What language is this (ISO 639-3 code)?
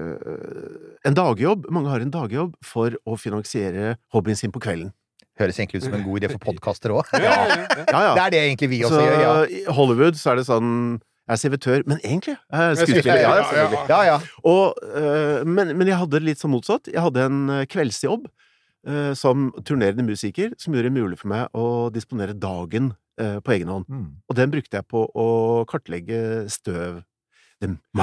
nor